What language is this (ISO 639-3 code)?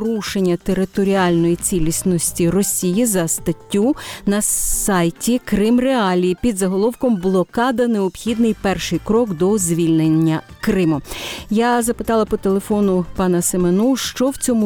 ukr